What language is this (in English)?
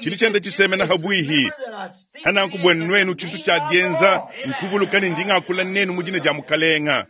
Luba-Lulua